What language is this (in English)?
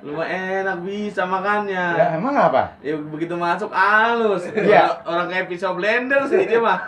Betawi